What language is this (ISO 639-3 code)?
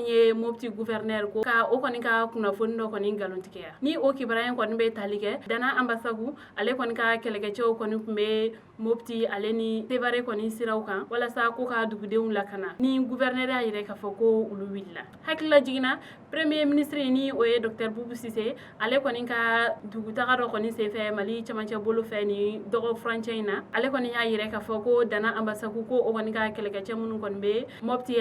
bam